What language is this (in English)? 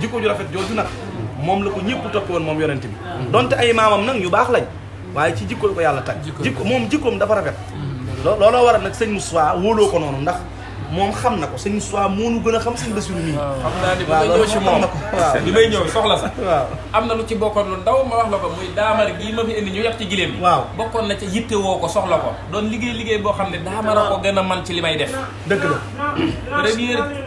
Wolof